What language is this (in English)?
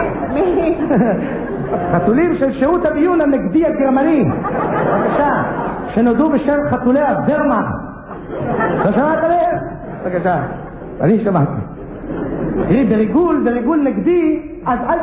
Hebrew